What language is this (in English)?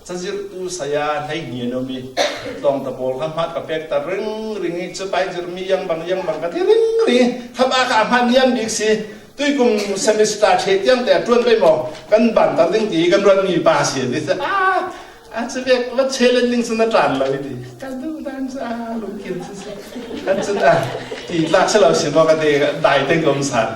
Falam Chin